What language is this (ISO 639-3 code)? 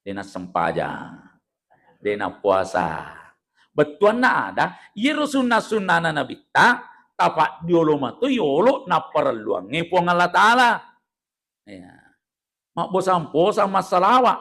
bug